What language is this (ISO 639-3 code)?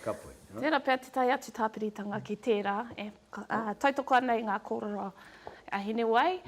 mri